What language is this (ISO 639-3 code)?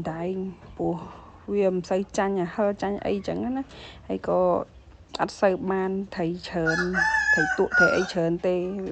khm